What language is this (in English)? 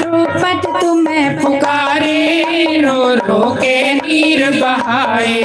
Dogri